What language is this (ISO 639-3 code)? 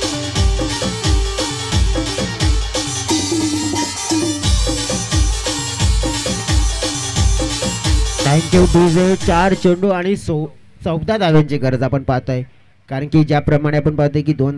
mar